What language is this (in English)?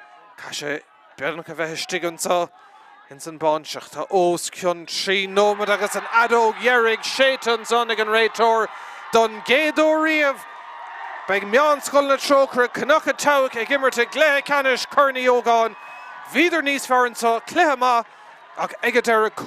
Irish